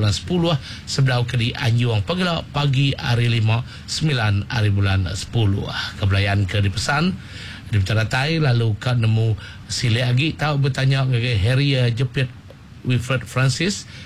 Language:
Iban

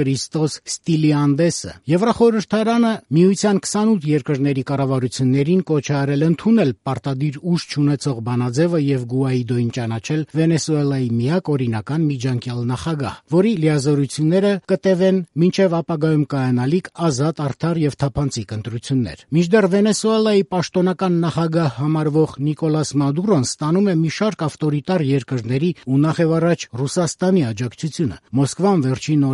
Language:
Armenian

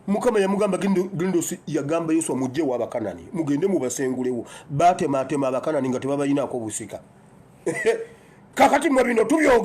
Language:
Ganda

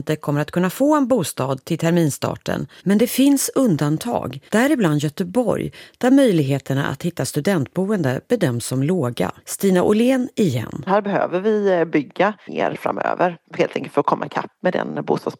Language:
Swedish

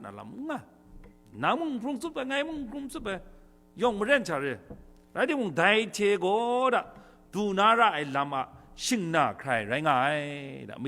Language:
Kachin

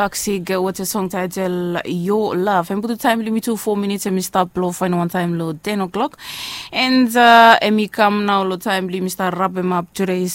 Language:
Bislama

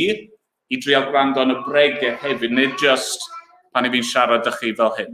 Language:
Welsh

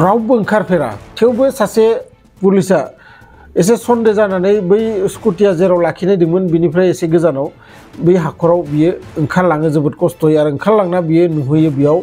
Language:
Bodo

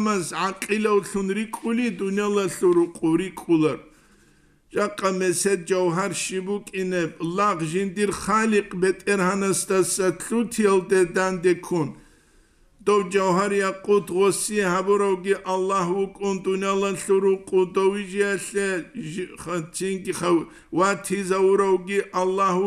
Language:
Avaric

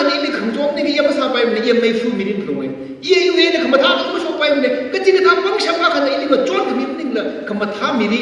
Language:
Tangkhul Naga (India)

